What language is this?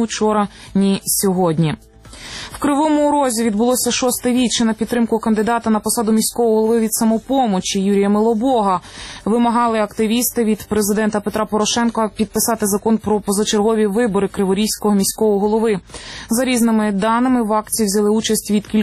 Ukrainian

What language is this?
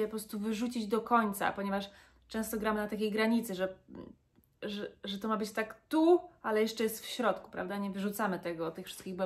Polish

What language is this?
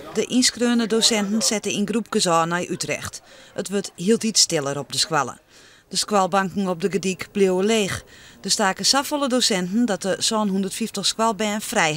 Western Frisian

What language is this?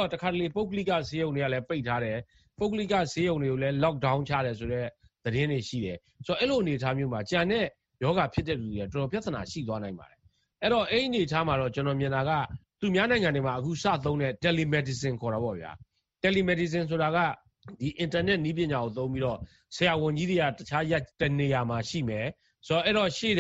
Burmese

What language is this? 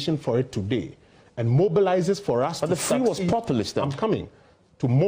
Nigerian Pidgin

